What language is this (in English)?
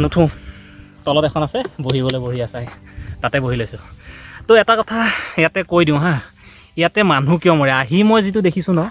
Assamese